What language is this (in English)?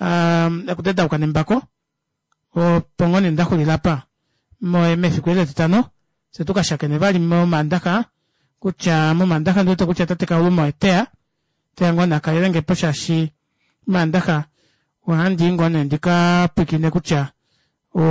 Kuanyama